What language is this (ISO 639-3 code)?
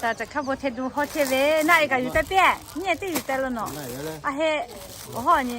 lhu